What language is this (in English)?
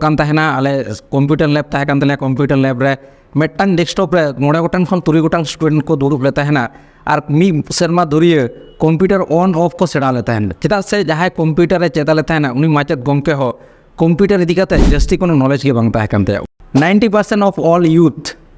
Santali